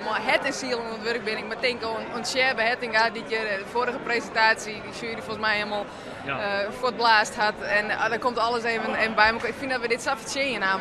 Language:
Western Frisian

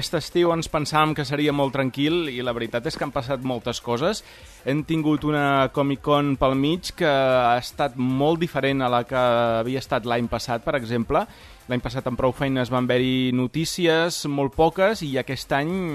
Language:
Catalan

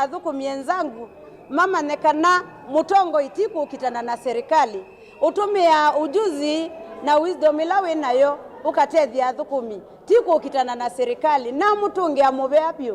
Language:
Kamba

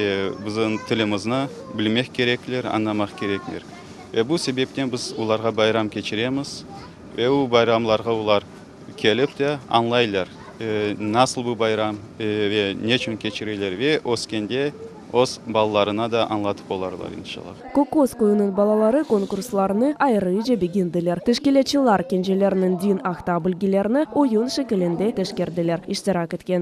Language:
Crimean Tatar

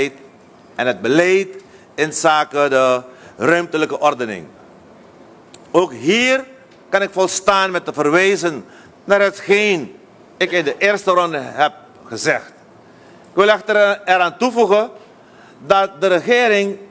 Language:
Dutch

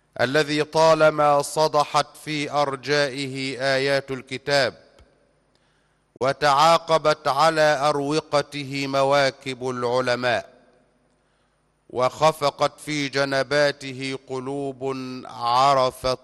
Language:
Arabic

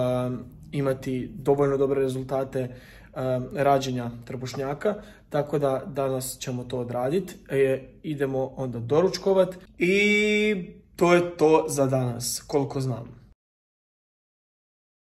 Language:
Croatian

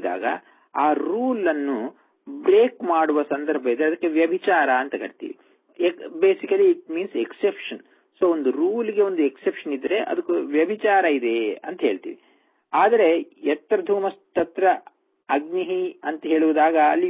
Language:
Kannada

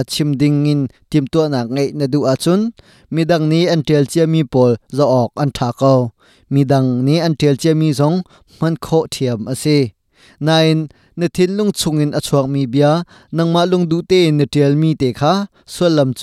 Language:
Hakha Chin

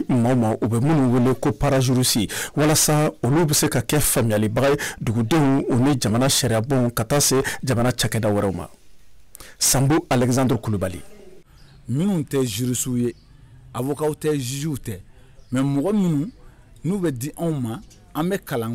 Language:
Bambara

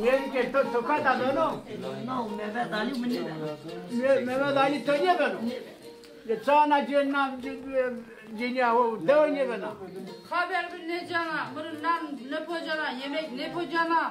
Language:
Zaza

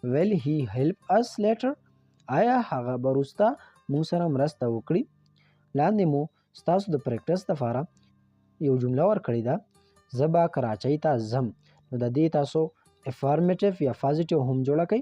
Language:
Pashto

